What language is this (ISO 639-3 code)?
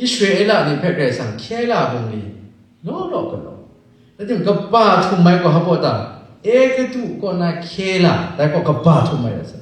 kac